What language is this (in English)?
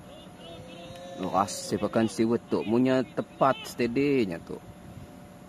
Malay